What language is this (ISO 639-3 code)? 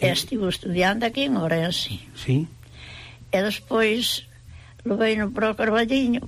glg